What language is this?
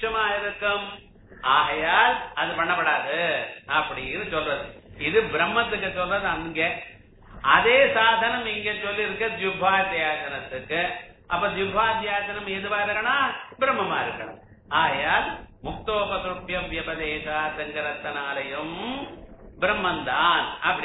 Tamil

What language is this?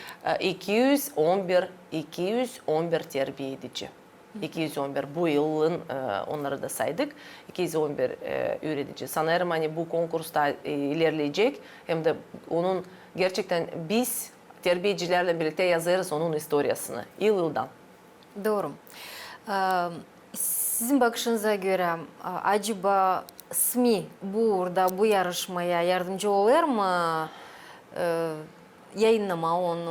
Gagauz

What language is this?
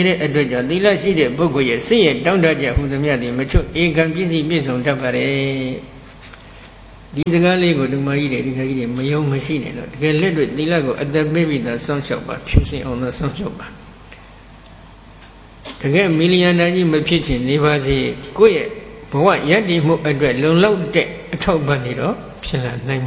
Burmese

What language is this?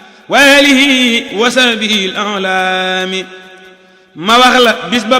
Wolof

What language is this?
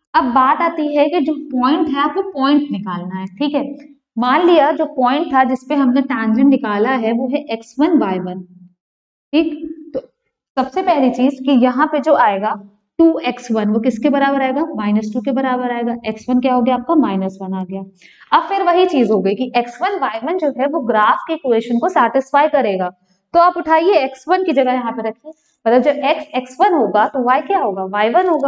Hindi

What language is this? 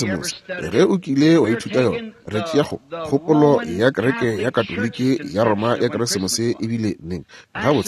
Northern Sotho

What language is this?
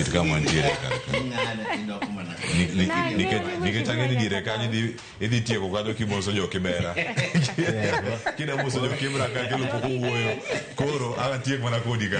Luo (Kenya and Tanzania)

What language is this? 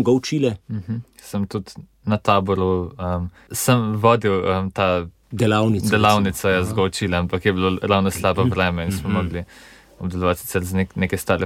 Slovenian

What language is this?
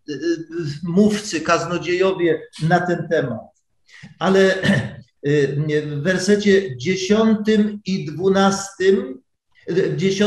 Polish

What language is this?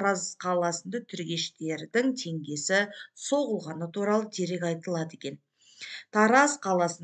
Kazakh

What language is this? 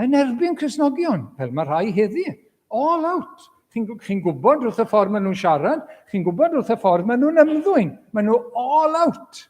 Welsh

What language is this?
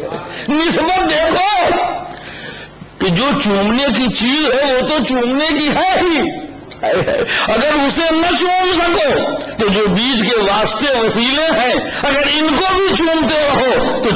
Urdu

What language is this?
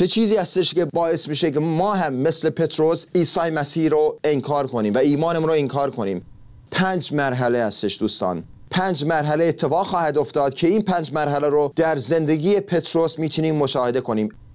Persian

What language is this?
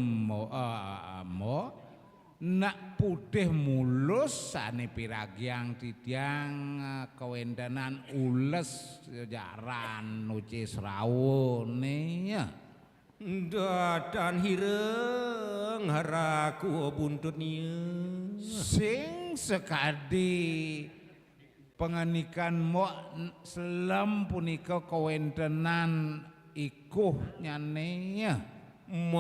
Balinese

